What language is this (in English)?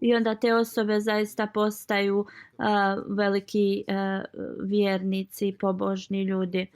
Bosnian